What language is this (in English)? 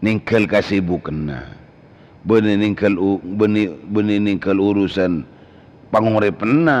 Madurese